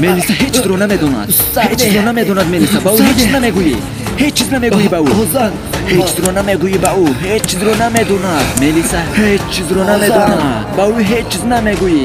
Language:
Tajik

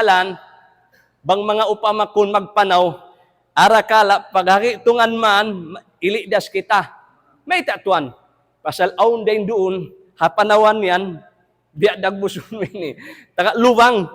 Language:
Tausug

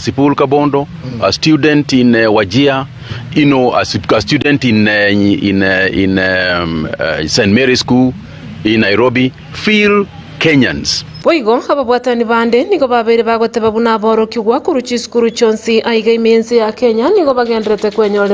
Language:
Gusii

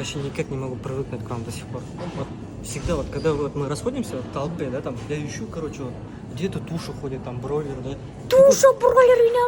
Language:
Bashkir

